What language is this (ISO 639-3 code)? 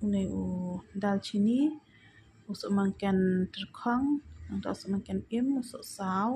kha